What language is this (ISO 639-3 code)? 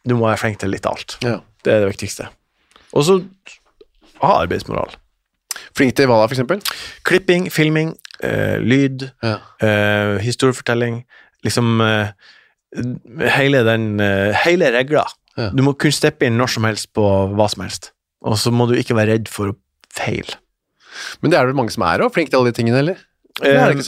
nor